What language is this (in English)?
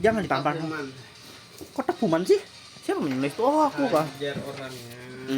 Banjar